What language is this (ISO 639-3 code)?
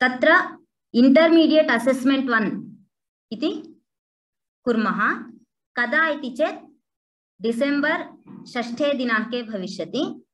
san